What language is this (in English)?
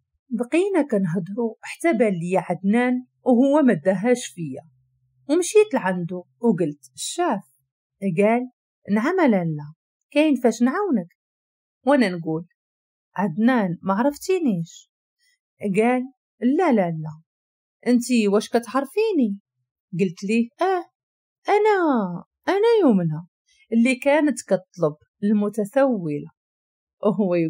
Moroccan Arabic